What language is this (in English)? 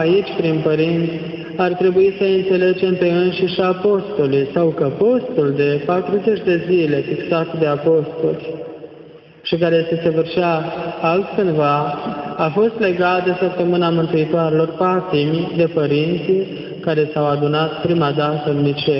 Romanian